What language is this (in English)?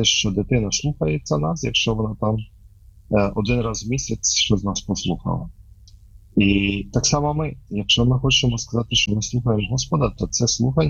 Ukrainian